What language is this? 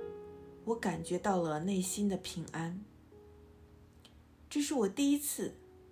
Chinese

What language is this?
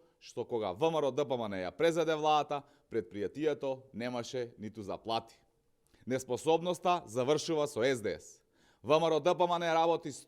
Macedonian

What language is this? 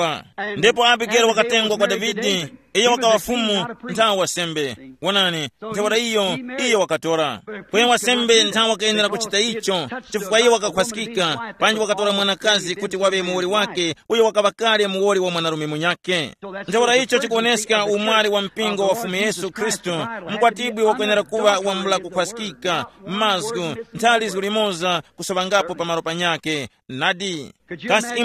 Tumbuka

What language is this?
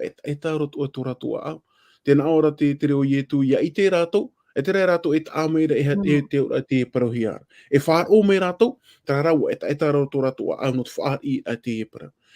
Tahitian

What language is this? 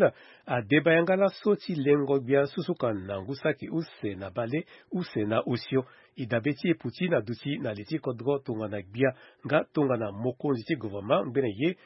Sango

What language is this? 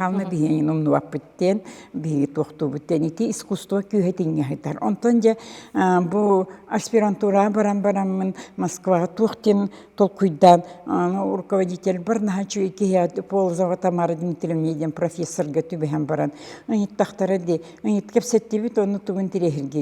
Yakut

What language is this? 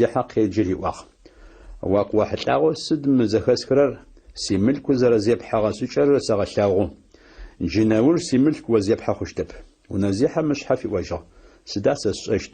Adyghe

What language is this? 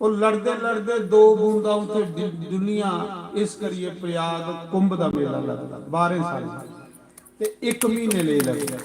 Dogri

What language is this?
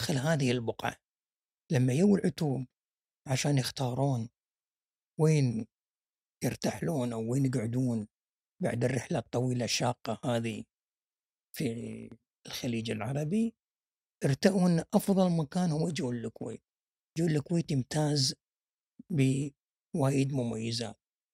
Gulf Arabic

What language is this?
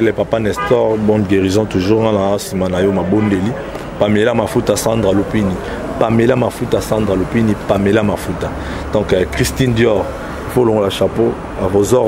Lingala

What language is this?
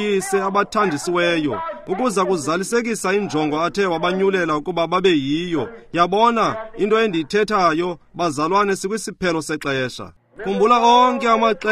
Xhosa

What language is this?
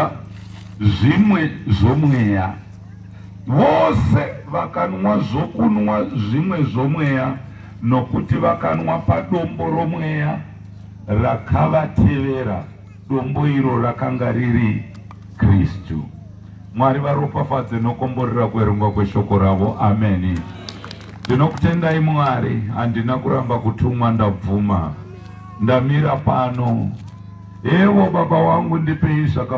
Shona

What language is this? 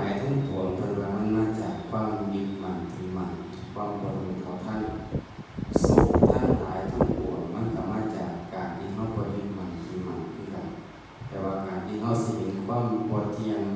Northeastern Thai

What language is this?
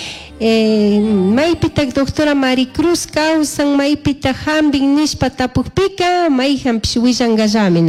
Chimborazo Highland Quichua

